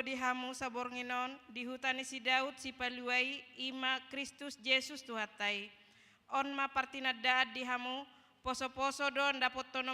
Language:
Batak Toba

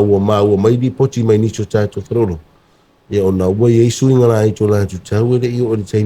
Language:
Samoan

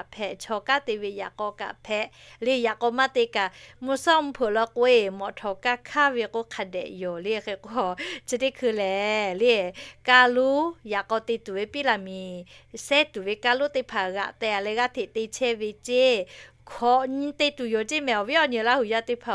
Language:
Lahu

